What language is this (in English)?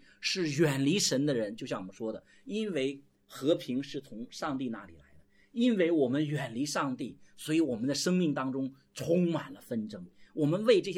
Chinese